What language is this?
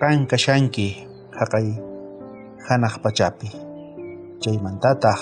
South Bolivian Quechua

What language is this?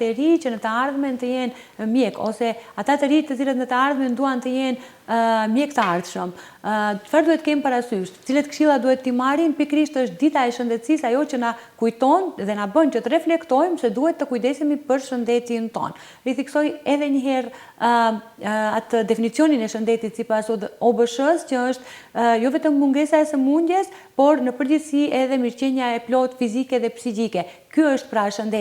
Albanian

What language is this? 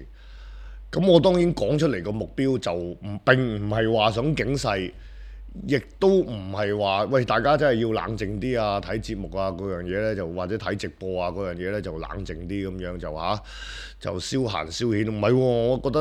Cantonese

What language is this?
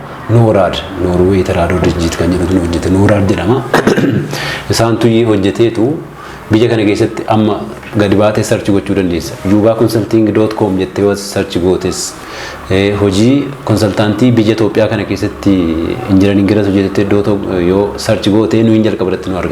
Oromo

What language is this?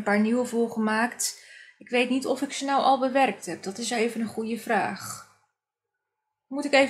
Dutch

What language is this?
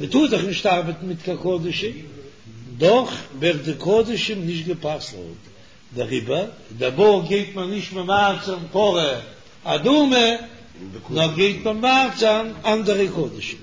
Yiddish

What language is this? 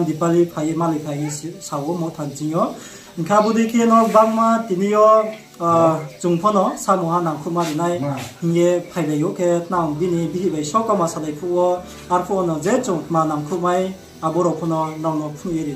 Riang (India)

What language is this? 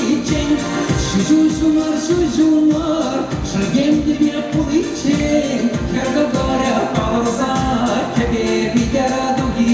Chuvash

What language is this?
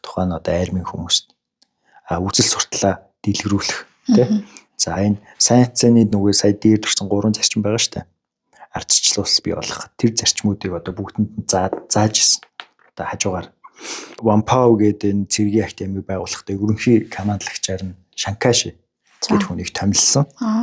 Mongolian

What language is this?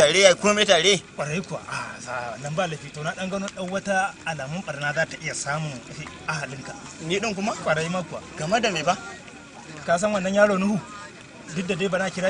Hausa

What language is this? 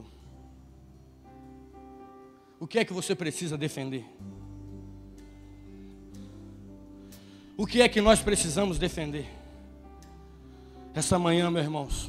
Portuguese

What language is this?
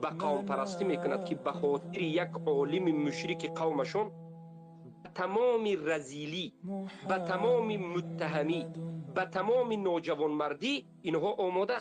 Tajik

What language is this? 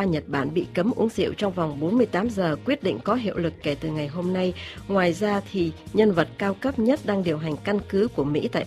Vietnamese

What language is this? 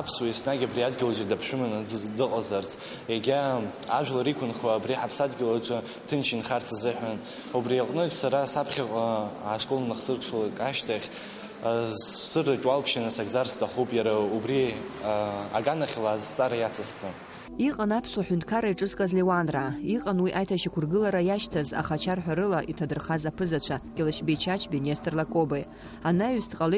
Abkhazian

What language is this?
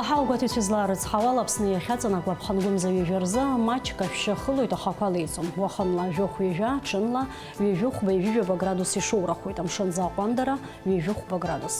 Abkhazian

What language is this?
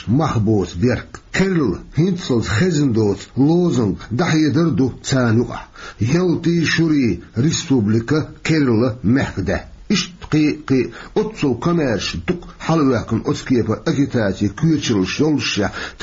Chechen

